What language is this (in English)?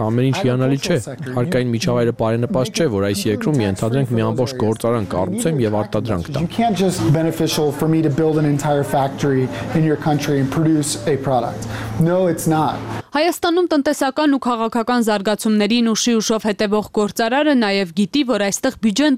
Armenian